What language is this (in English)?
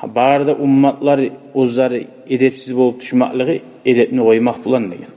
Kumyk